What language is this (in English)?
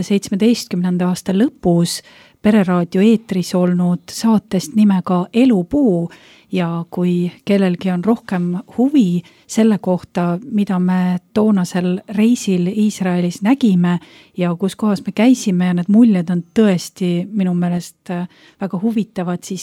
Estonian